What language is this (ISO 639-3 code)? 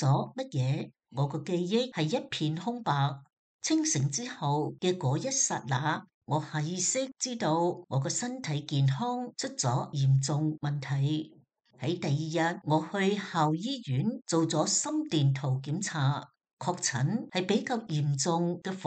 yue